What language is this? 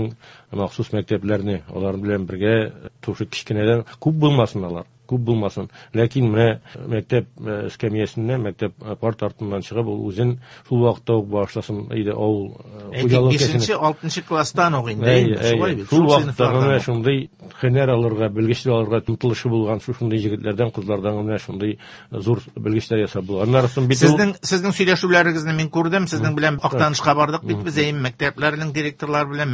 Tatar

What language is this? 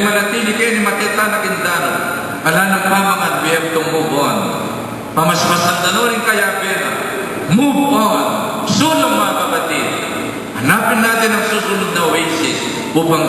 Pampanga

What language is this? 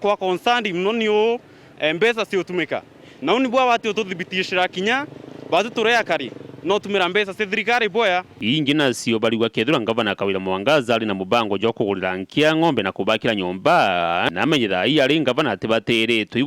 Meru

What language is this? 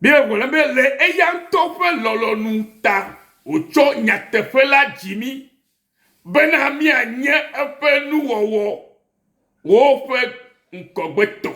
Ewe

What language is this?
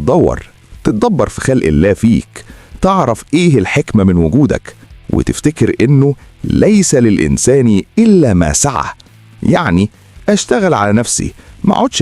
Egyptian Arabic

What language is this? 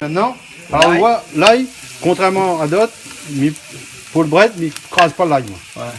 Réunion Creole French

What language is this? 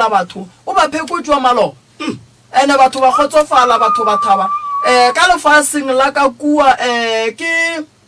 Northern Sotho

